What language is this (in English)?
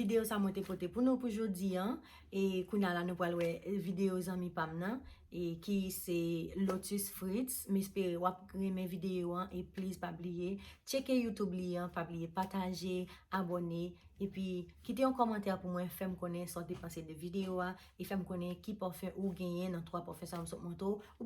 Haitian Creole